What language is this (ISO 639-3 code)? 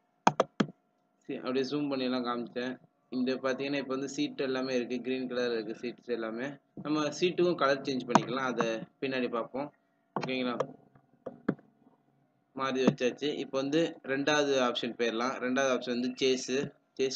tam